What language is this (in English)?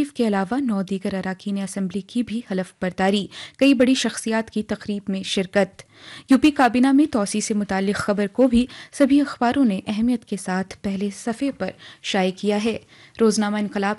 Urdu